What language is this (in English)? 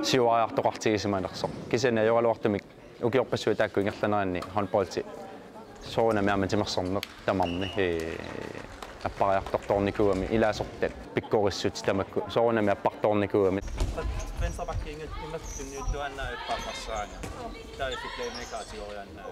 Kalaallisut